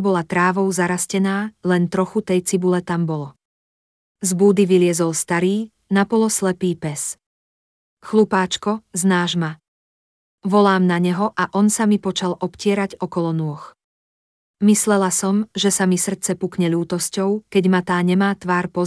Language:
Slovak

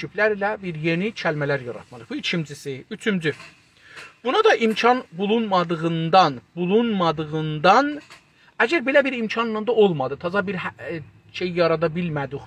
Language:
South Azerbaijani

